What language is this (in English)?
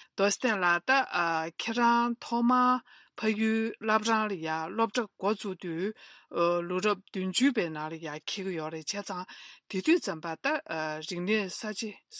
Tibetan